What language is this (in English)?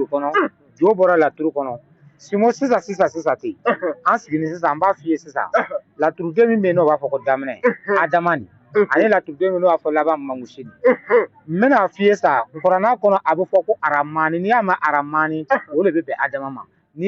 Bambara